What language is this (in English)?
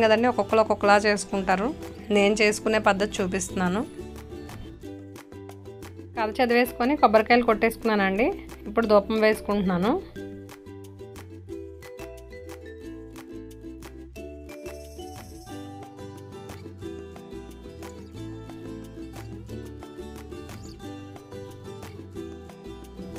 Telugu